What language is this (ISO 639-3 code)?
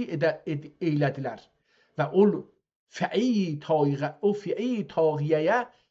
azb